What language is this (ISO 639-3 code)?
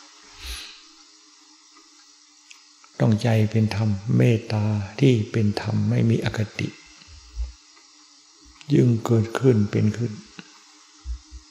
tha